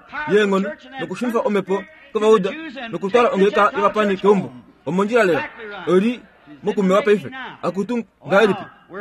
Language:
Kuanyama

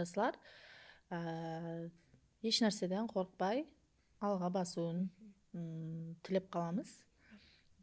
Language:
Kara-Kalpak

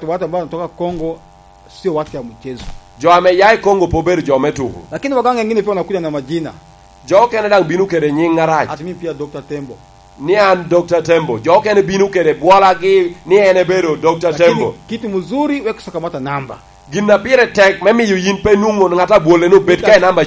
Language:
Lango (Uganda)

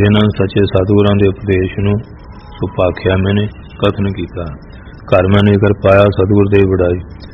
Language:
Punjabi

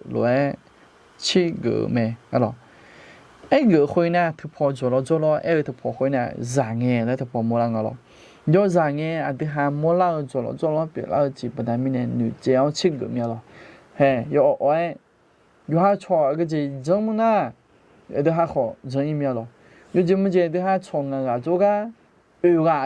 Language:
Akha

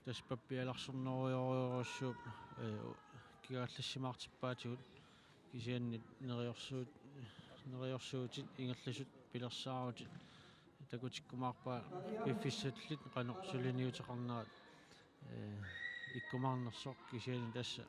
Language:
Kalaallisut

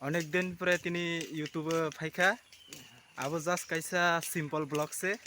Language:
Kok Borok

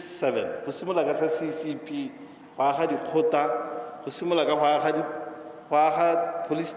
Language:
Tswana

